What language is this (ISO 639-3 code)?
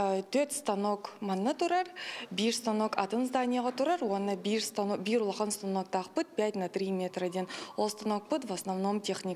sah